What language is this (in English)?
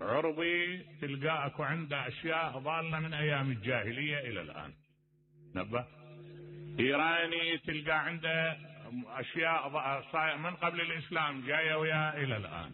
Mesopotamian Arabic